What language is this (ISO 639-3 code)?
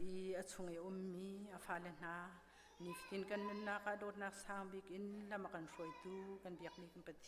cnh